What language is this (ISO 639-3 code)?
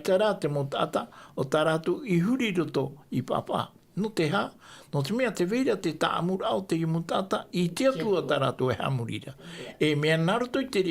tah